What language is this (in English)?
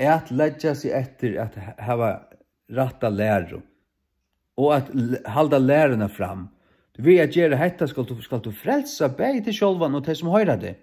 Faroese